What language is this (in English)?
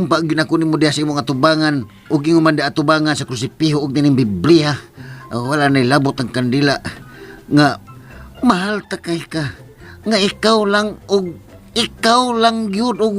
Cebuano